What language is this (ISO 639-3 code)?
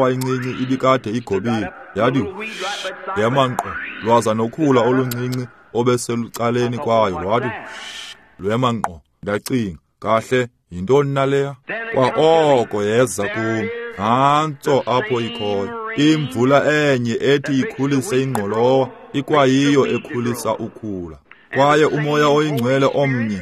xho